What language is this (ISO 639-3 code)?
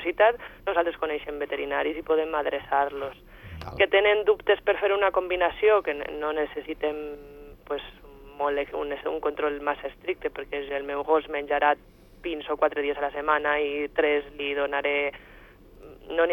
cat